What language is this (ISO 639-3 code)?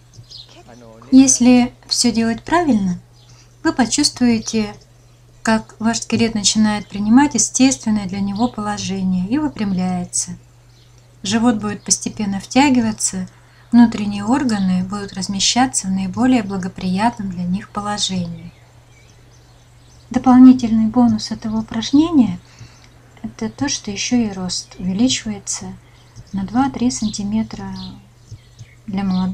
rus